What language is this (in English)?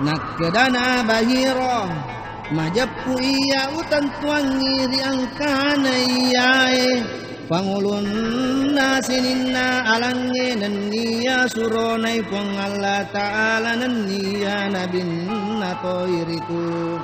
Buginese